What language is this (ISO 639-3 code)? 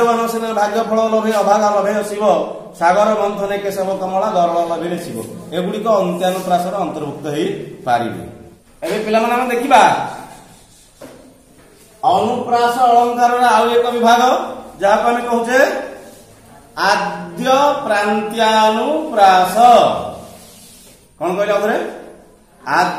ori